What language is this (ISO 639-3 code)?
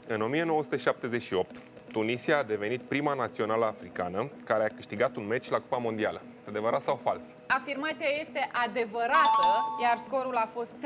ron